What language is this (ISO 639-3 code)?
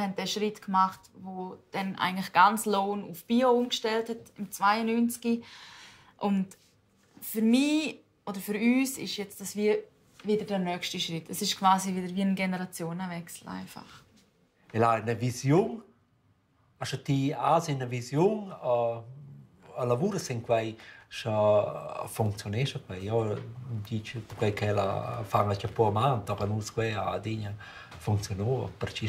roh